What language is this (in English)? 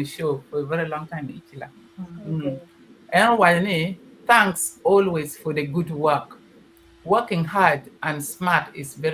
Acoli